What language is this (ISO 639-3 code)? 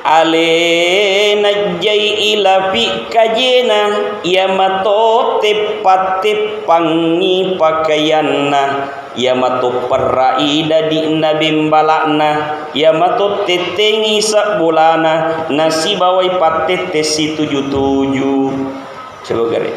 bug